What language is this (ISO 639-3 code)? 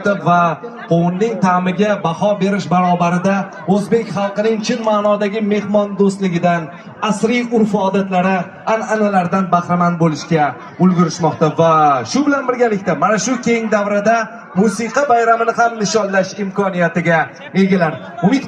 uzb